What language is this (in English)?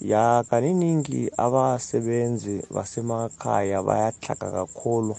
South Ndebele